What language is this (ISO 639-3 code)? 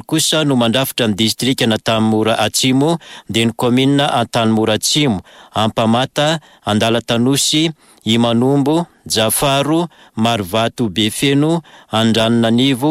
mlg